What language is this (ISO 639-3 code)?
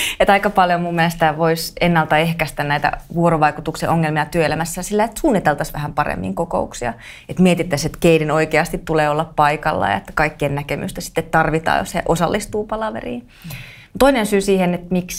fin